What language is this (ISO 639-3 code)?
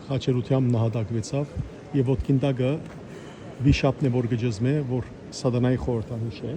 hyw